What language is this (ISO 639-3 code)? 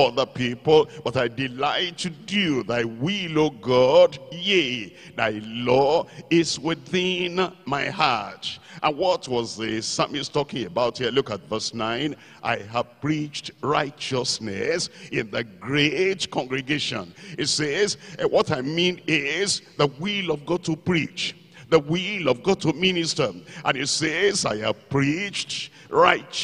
eng